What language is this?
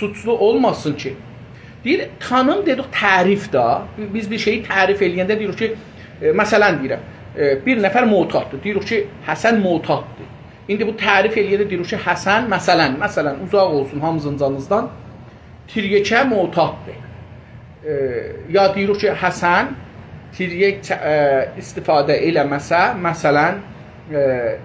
South Azerbaijani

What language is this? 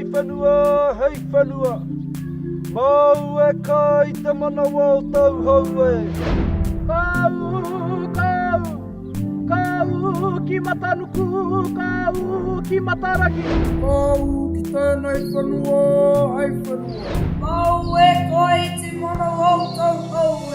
Māori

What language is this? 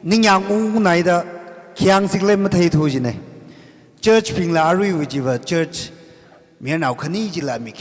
Tangkhul Naga (India)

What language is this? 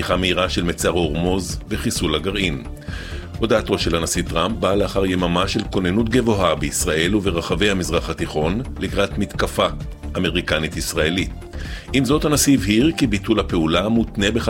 Hebrew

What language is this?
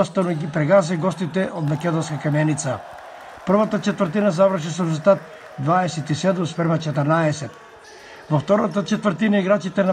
Macedonian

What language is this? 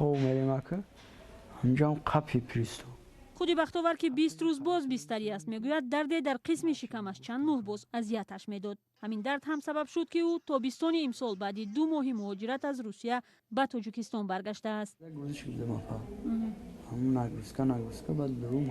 Tajik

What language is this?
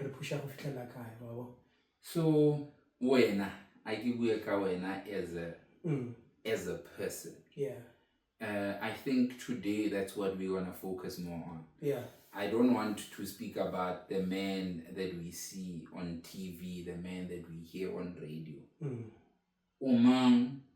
Tswana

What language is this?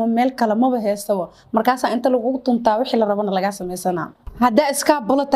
Somali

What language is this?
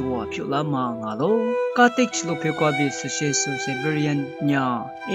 Lisu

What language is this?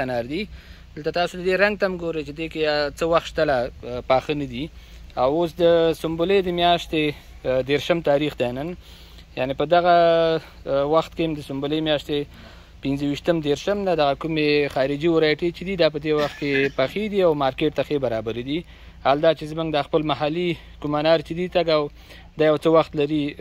Pashto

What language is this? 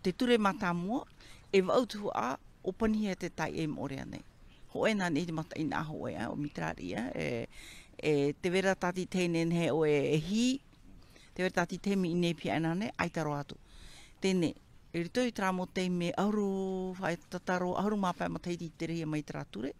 Tahitian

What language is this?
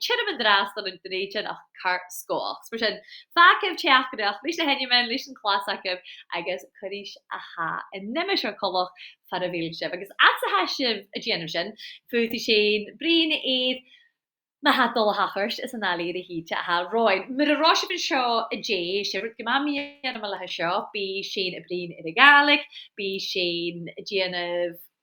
Scottish Gaelic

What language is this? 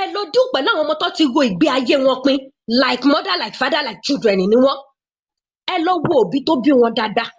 Yoruba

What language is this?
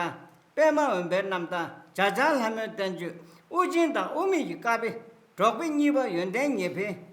Tibetan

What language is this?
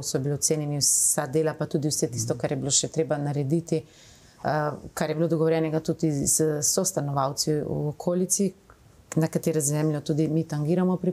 Slovenian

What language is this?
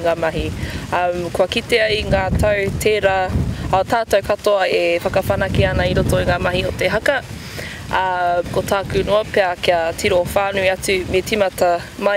Māori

